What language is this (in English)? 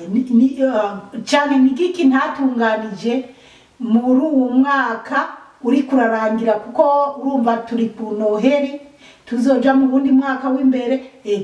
Rundi